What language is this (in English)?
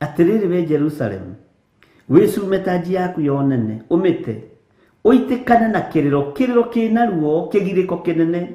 Kikuyu